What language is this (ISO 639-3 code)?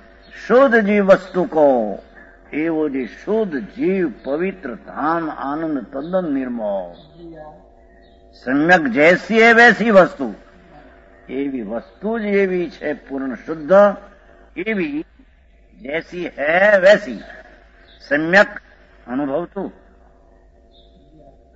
guj